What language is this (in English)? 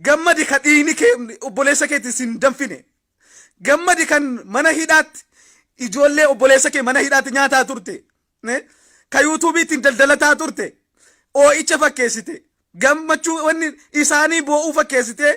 Oromo